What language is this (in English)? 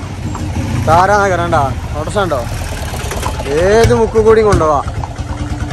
Malayalam